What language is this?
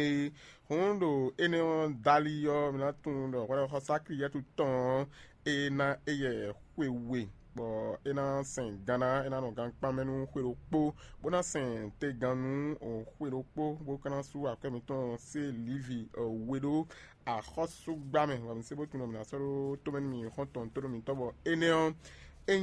Fon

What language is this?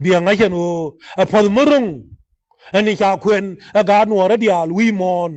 Nuer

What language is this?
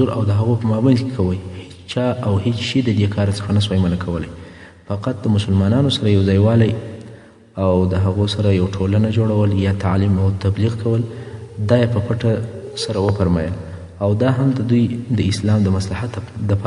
Pashto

